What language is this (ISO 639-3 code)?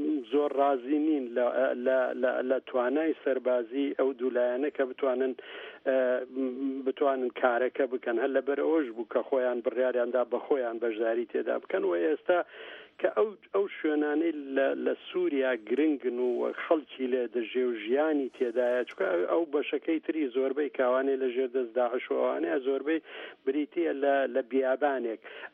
ckb